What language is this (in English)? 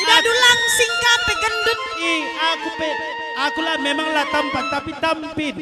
Batak Karo